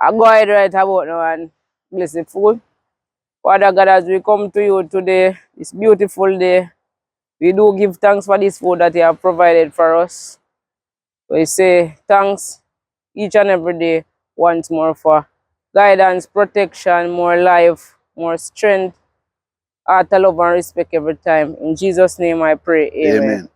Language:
Jamaican Creole English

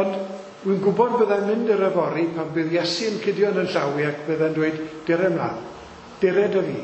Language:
Welsh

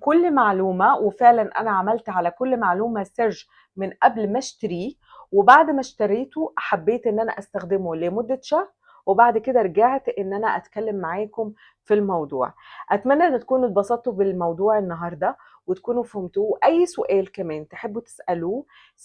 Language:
Egyptian Arabic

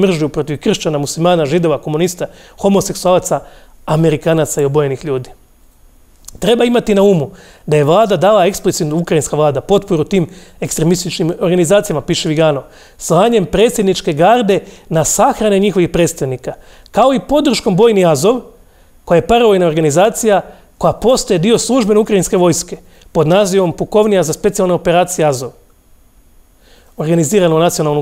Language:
Croatian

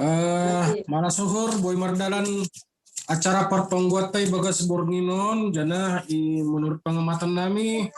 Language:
Batak Simalungun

